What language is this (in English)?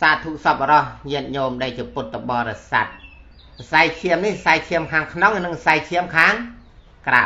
Khmer